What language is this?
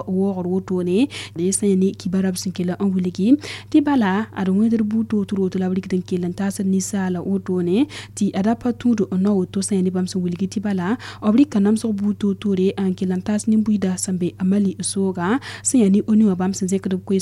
Mossi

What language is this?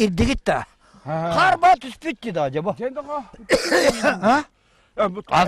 Yakut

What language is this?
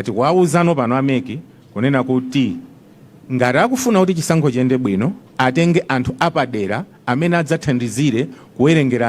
Nyanja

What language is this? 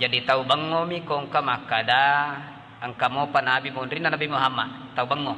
Buginese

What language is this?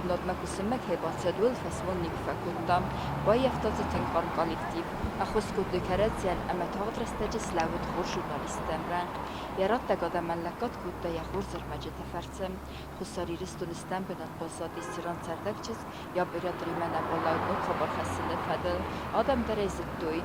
Ossetic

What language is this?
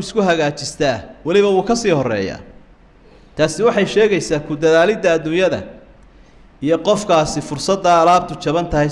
Somali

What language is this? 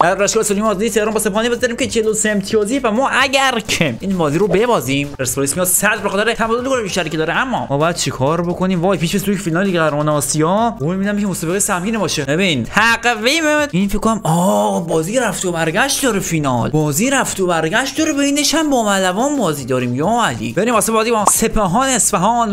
Persian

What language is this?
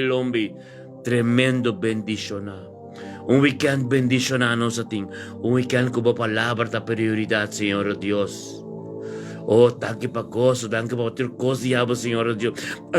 Papiamento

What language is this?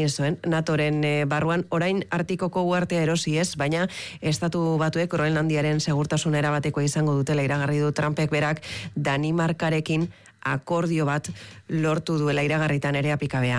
Basque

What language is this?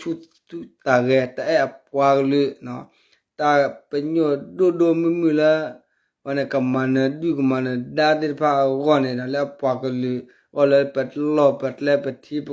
S'gaw Karen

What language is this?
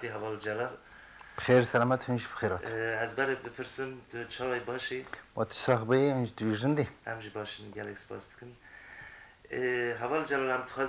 Persian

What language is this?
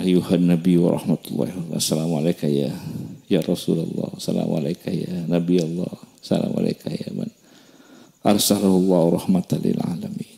Madurese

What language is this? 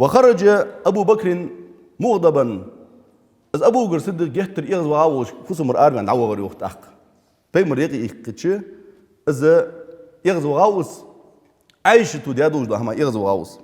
Ingush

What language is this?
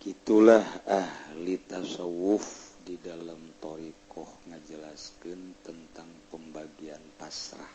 Sundanese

